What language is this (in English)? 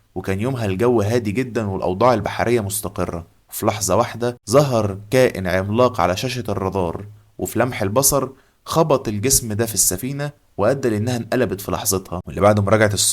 Egyptian Arabic